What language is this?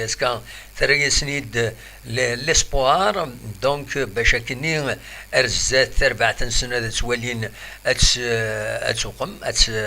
Kabyle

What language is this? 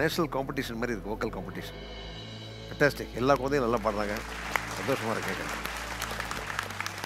Tamil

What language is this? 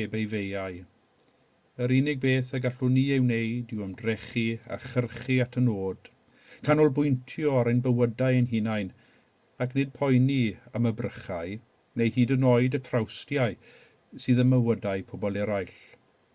Welsh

